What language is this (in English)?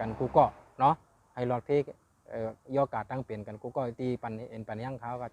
Shan